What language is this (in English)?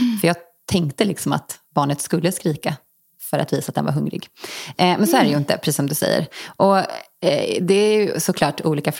Swedish